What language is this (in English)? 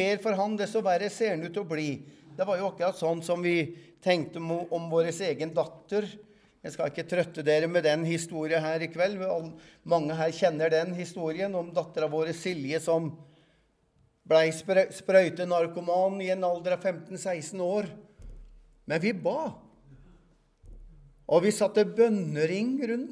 Norwegian